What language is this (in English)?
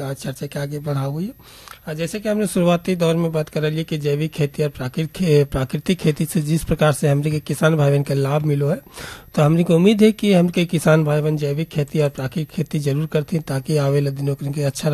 Bhojpuri